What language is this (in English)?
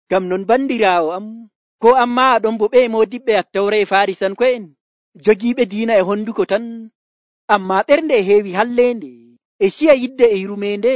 Nigerian Fulfulde